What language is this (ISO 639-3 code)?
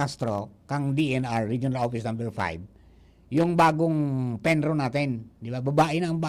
bik